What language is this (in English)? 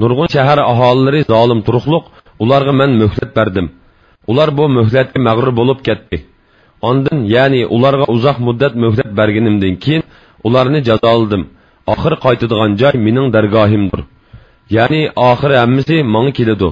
Uyghur